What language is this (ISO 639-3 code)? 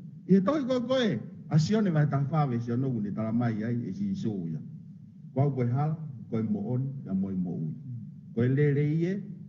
ton